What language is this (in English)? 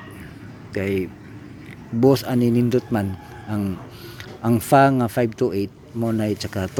Cebuano